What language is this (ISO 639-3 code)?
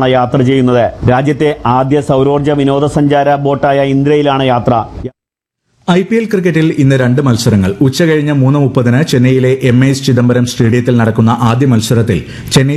mal